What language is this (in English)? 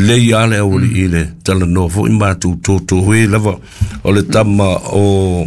Samoan